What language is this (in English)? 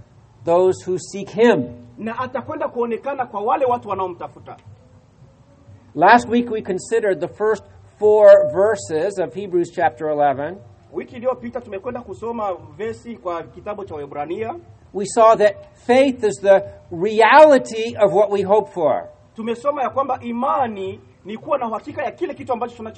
Swahili